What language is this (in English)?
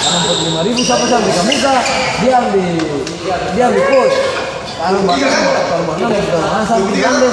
Ambonese Malay